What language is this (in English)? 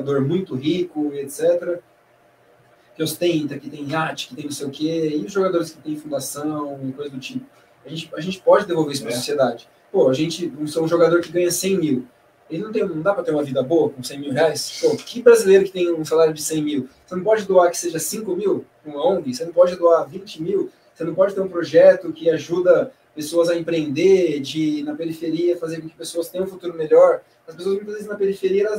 Portuguese